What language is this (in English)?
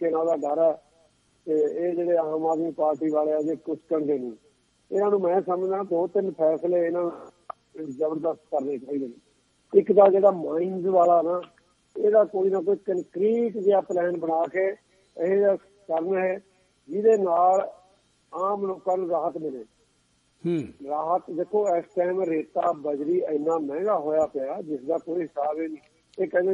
Punjabi